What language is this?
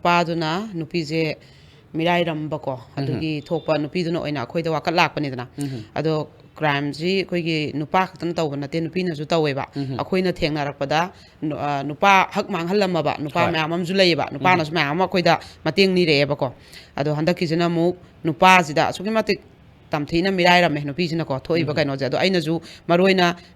Manipuri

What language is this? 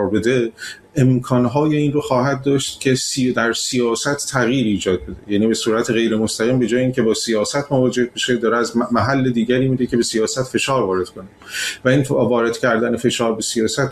Persian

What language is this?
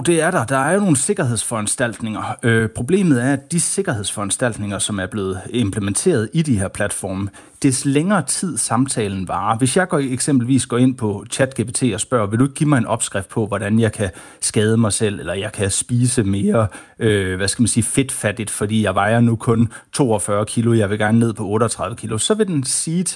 Danish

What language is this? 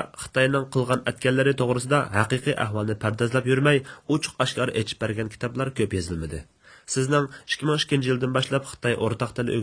Uyghur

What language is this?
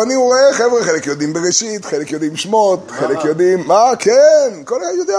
Hebrew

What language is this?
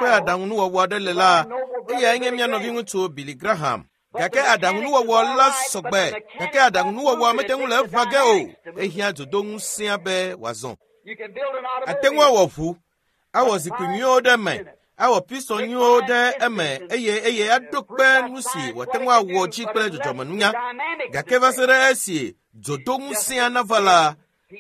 Ewe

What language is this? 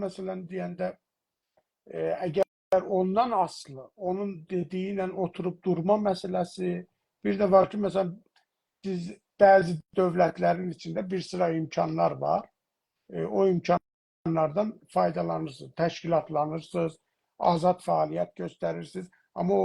South Azerbaijani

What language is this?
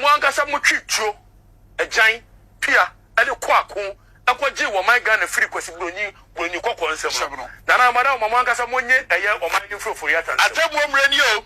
Akan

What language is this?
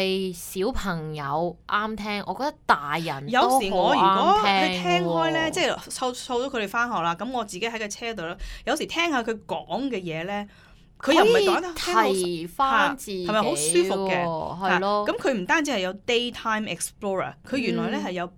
Cantonese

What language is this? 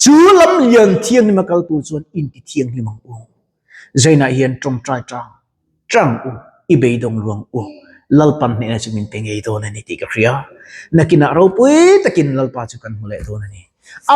Mizo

